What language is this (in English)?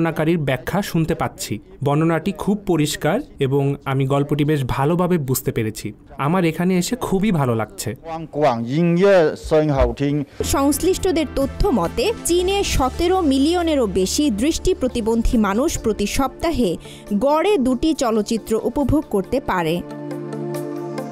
Bangla